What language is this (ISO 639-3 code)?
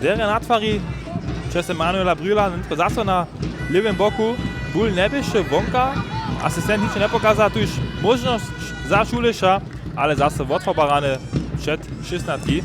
hsb